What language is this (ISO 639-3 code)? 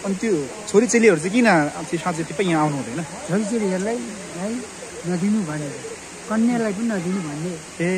nep